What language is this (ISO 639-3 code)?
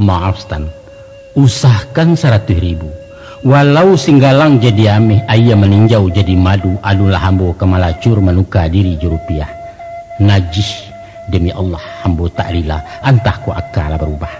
min